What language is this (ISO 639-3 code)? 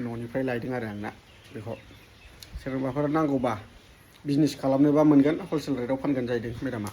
brx